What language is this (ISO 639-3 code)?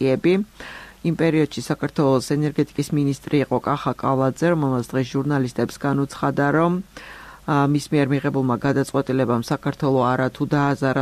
kat